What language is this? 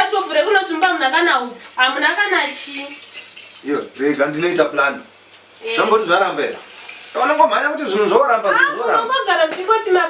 Shona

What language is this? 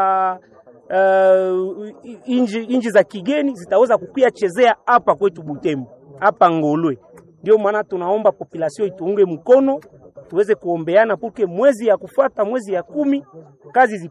Swahili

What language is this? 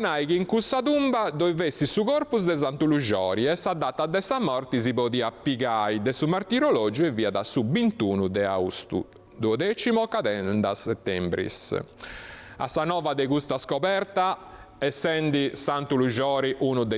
Sardinian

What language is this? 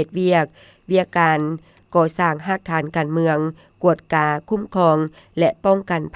Lao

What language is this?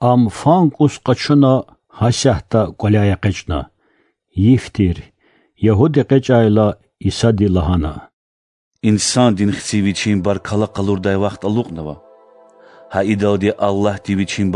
Lezghian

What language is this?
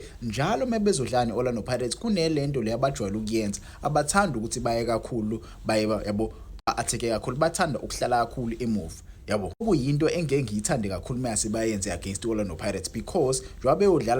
Zulu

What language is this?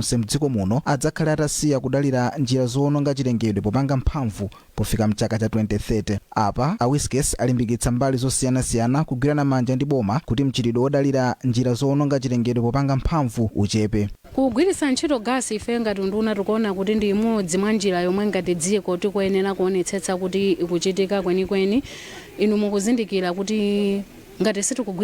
Nyanja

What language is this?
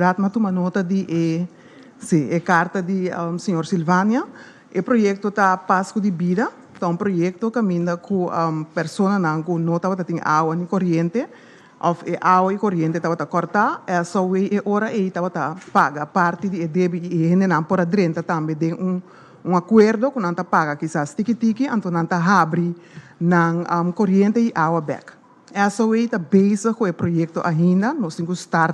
Papiamento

